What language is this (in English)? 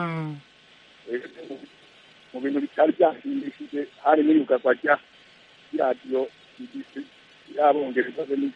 Kinyarwanda